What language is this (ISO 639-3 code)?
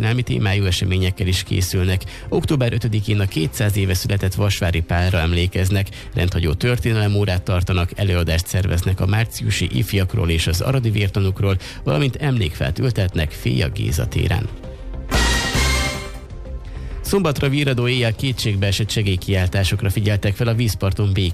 hun